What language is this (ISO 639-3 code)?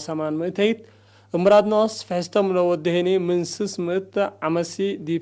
tig